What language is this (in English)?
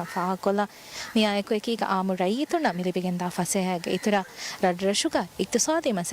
Divehi